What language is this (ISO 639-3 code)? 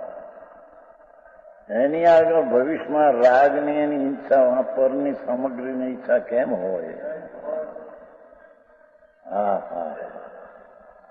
guj